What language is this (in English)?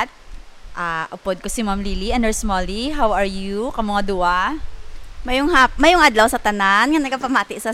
Hiligaynon